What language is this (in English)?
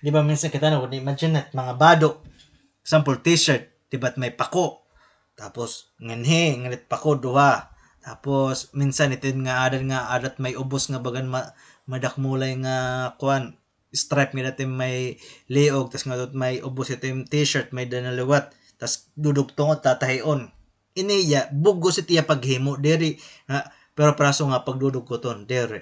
Waray